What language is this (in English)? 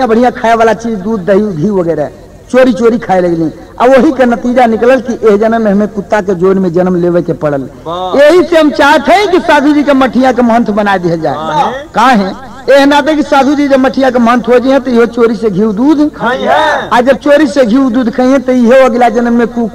Bhojpuri